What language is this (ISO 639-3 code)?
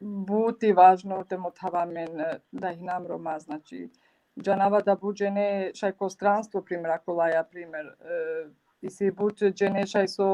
rmn